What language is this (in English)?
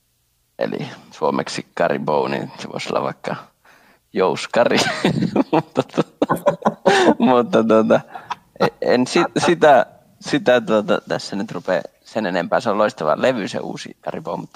Finnish